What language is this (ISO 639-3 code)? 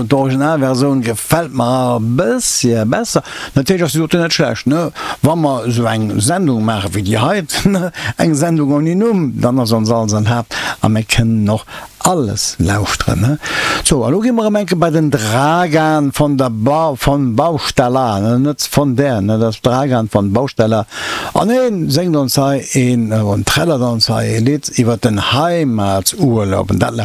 ltz